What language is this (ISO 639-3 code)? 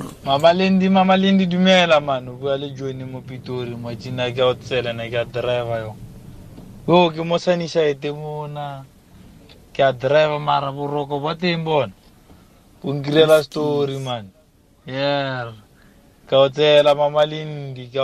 tsn